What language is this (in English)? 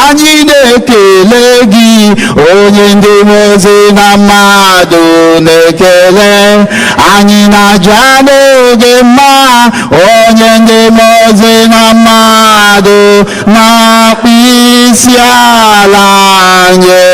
Igbo